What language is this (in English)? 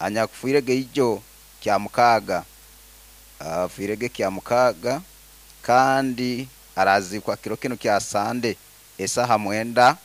Nyoro